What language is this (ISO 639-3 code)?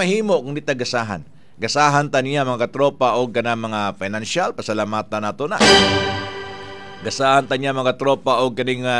ceb